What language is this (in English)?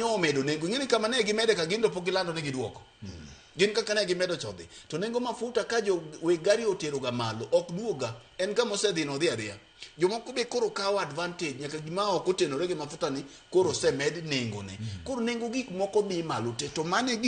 Luo (Kenya and Tanzania)